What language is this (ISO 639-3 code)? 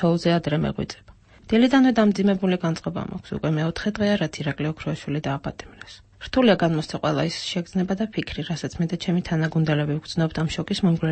kat